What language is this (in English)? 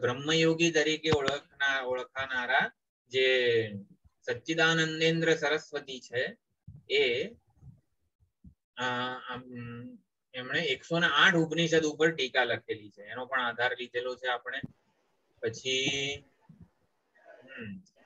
Gujarati